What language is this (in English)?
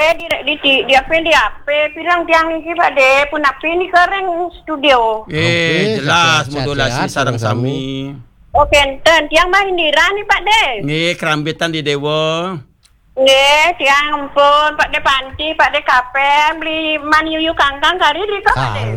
Balinese